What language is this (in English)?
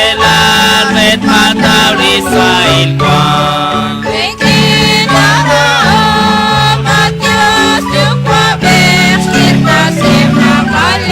Kekchí